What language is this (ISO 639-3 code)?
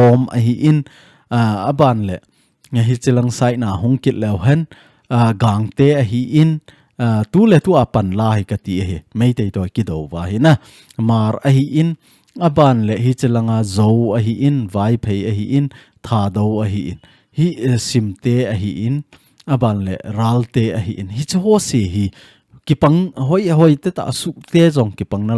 tcz